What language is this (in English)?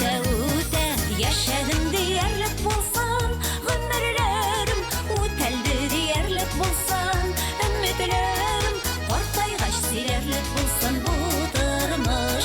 Bashkir